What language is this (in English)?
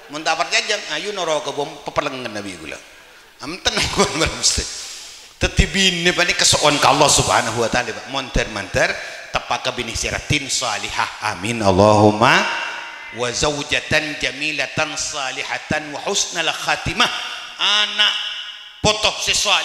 Madurese